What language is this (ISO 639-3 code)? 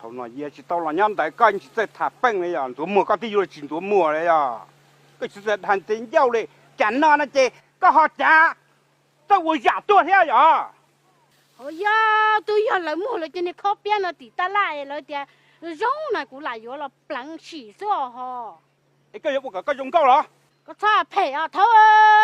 hmn